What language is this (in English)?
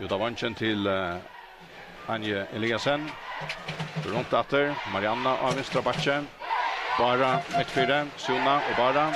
Faroese